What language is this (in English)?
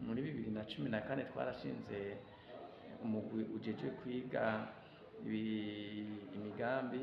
Rundi